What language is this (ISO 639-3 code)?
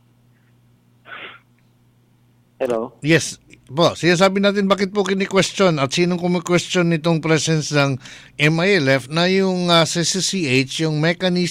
fil